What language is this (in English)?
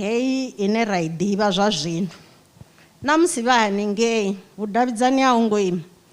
Venda